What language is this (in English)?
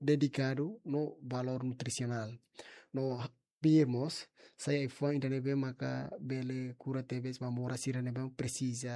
Tetum